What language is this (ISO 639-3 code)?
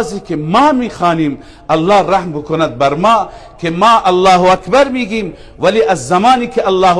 fas